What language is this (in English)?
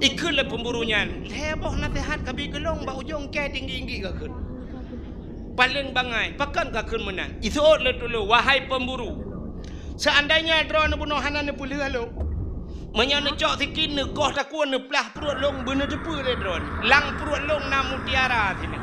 Achinese